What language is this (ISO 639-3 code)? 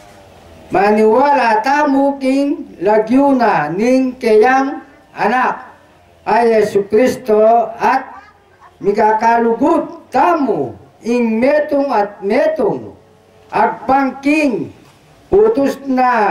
pam